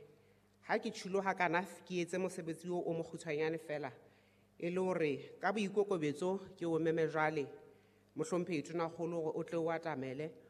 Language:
Southern Sotho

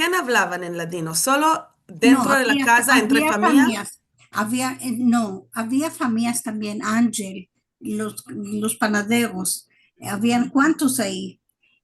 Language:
Ladino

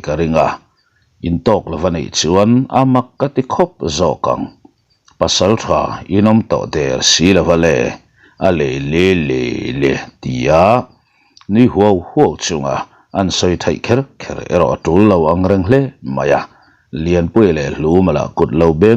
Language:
Mizo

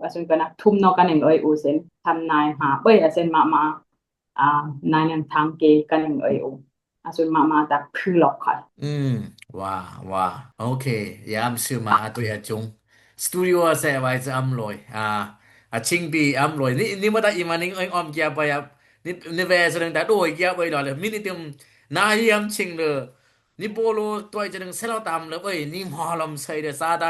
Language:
Dimasa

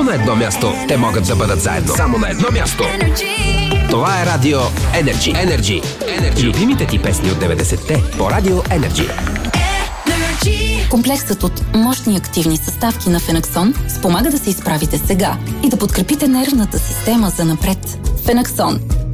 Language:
Bulgarian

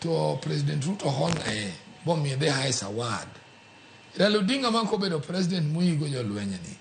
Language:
Luo (Kenya and Tanzania)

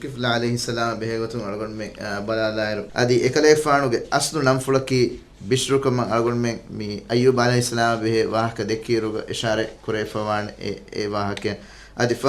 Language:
Divehi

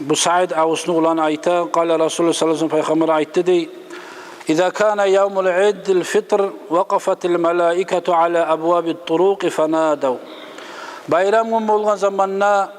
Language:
Kumyk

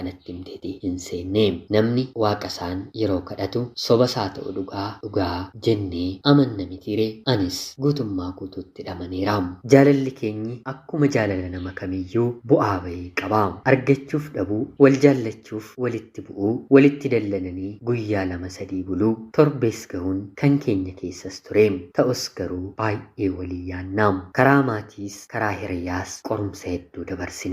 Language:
Oromo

